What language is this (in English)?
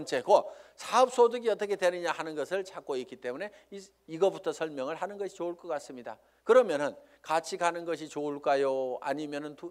Korean